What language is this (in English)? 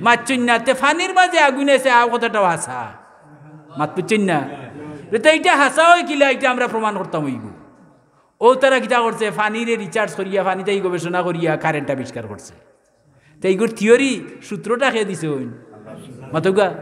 Sylheti